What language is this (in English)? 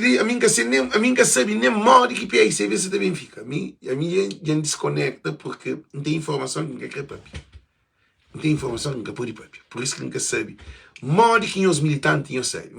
Kabuverdianu